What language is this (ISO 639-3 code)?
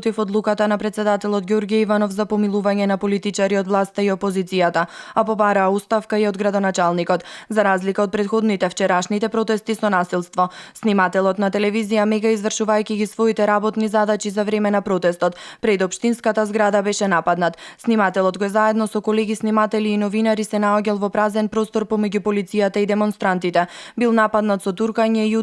mkd